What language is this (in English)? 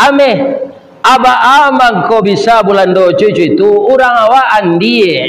Minangkabau